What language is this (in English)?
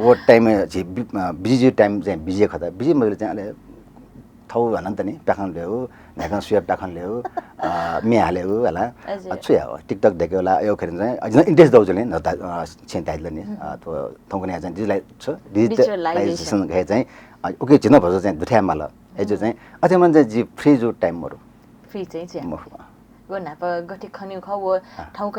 Newari